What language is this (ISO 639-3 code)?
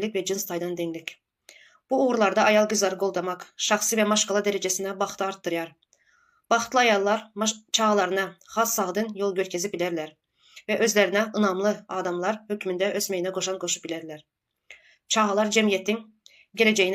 tuk